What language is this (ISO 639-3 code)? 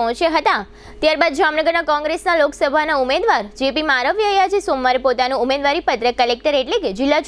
guj